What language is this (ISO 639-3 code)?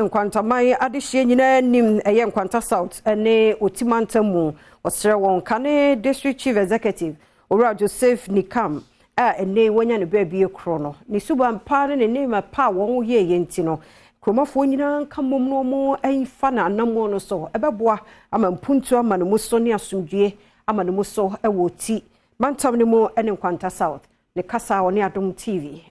aka